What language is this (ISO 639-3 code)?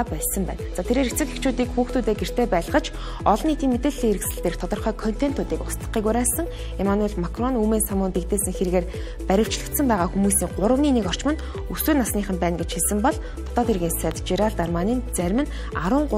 mon